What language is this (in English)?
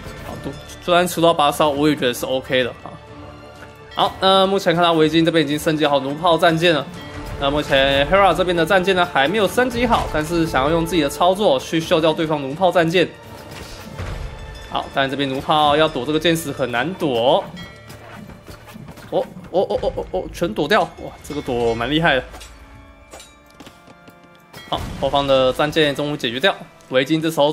Chinese